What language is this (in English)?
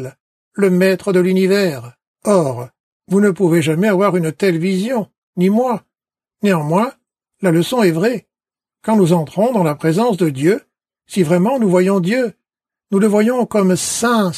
French